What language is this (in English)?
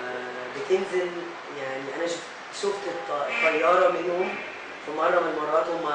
Egyptian Arabic